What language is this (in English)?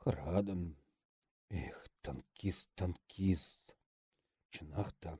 Chuvash